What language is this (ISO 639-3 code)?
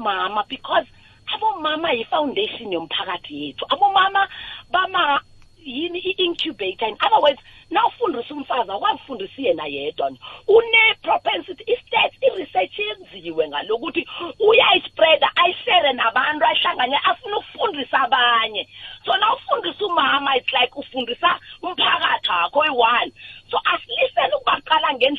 nbl